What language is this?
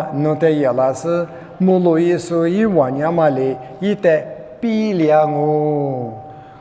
Lisu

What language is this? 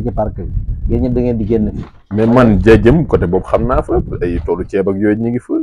Wolof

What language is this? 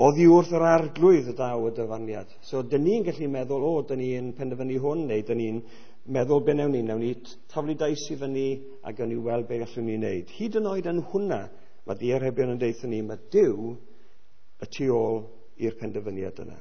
Welsh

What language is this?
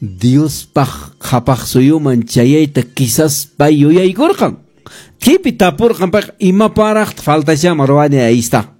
Quechua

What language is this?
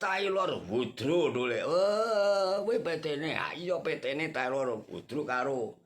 Javanese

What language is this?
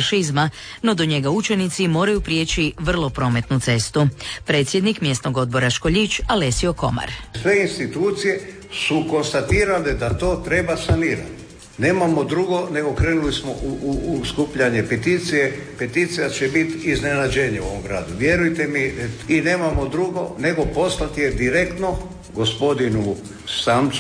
Croatian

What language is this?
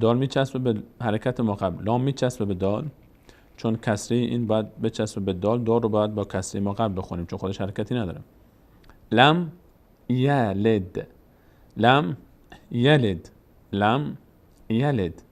Persian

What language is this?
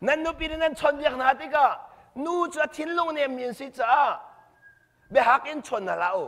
Hakha Chin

